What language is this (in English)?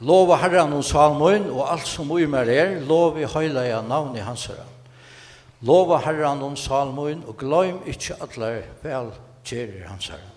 Faroese